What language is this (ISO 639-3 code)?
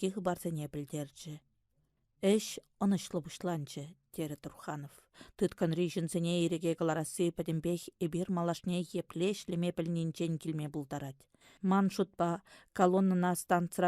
chv